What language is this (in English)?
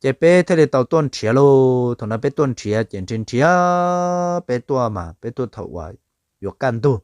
Hmong